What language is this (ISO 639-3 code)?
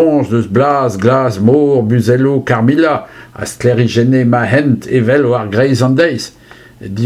bre